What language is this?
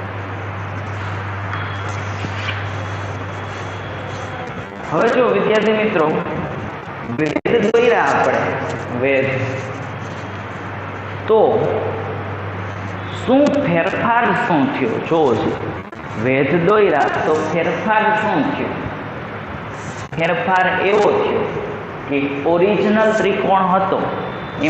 Gujarati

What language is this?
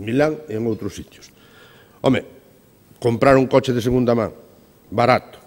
Galician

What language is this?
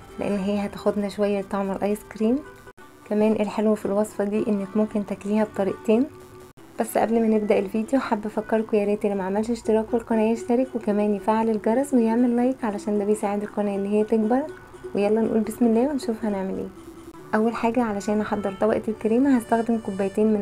Egyptian Arabic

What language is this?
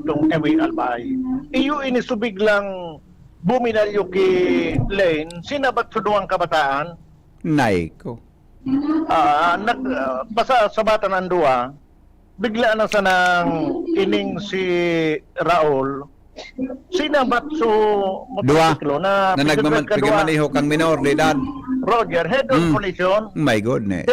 Bikol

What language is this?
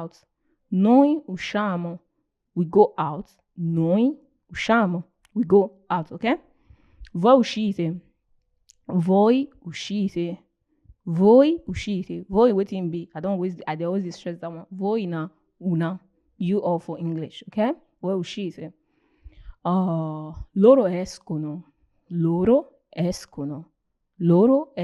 Nigerian Pidgin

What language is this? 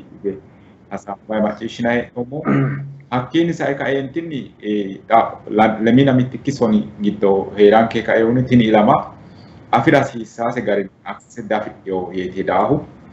Sidamo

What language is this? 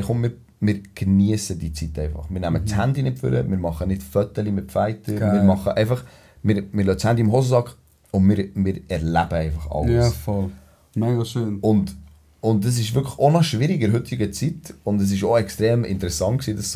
Swiss German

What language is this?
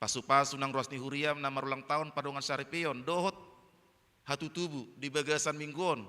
Batak Toba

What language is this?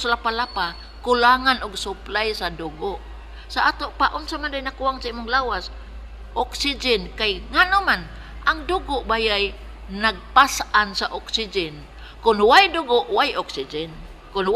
Cebuano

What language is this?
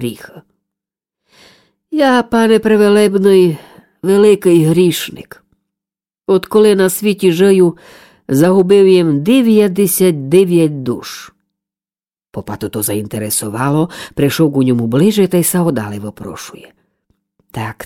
Ukrainian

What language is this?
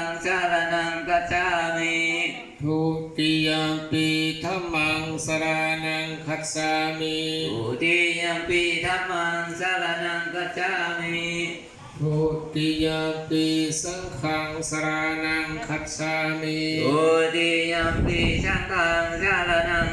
Pali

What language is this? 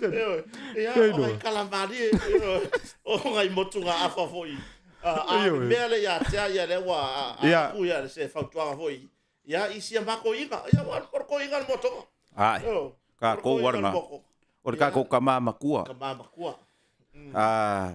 Samoan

